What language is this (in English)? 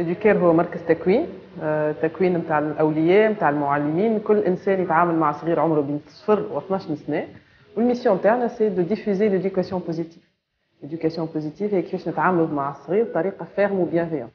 Tunisian Arabic